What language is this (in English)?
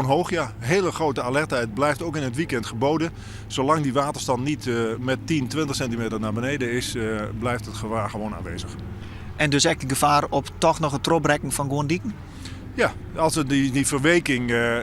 Western Frisian